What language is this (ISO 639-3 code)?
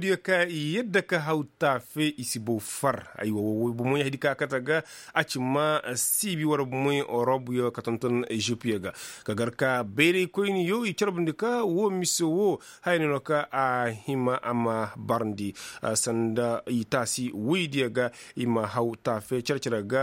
ses